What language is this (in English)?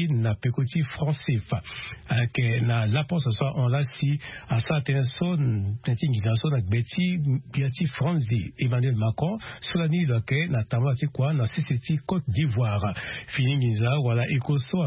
Sango